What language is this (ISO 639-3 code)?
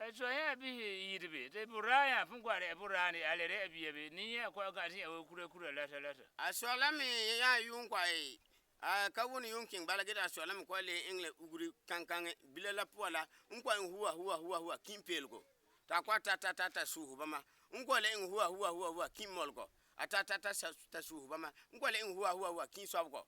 gur